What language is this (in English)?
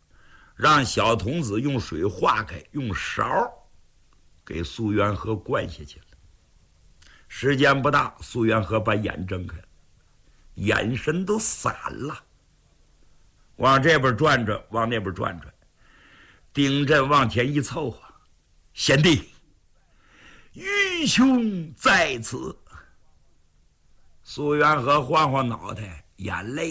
Chinese